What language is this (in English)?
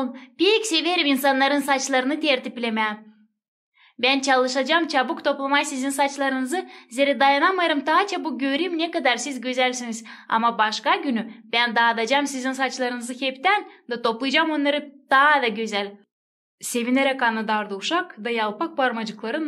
Gagauz